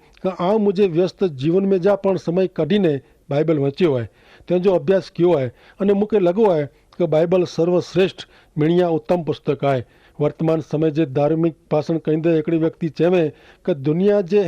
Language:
Kachhi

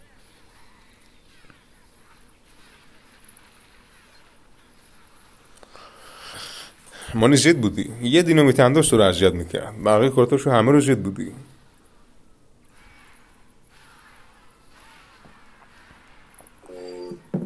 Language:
Persian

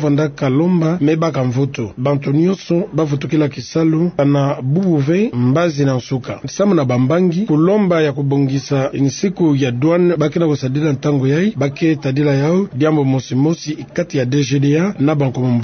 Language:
Kituba (Democratic Republic of Congo)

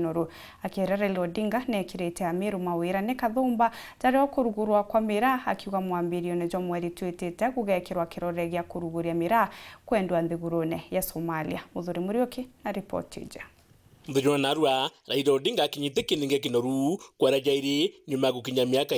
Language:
Meru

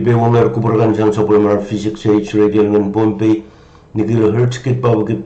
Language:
Pohnpeian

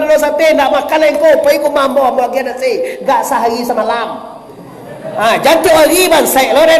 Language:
Minangkabau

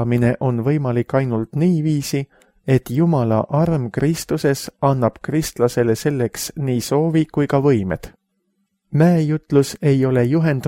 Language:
Estonian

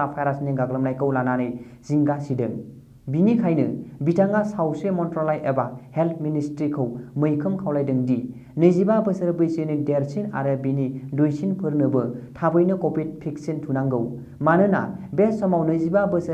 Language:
Bodo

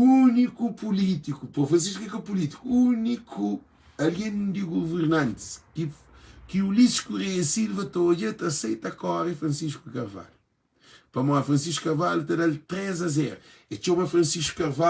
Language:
Kabuverdianu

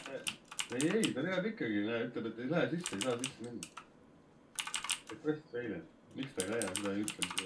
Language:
Estonian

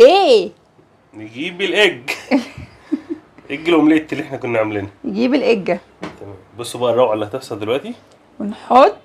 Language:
Egyptian Arabic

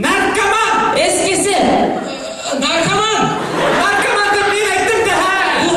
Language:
Bashkir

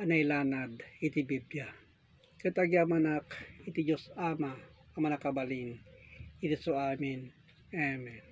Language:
Iloko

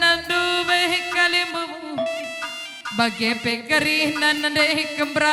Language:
Batak Karo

